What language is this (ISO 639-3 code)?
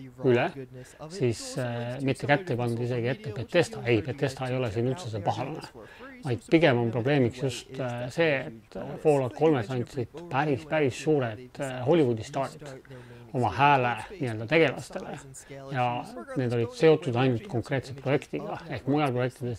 est